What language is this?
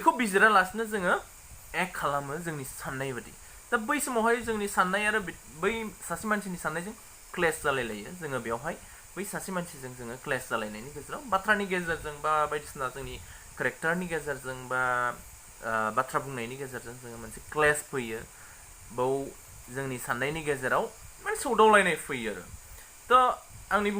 Bodo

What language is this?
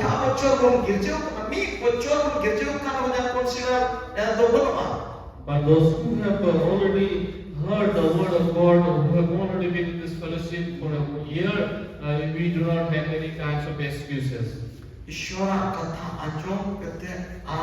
Santali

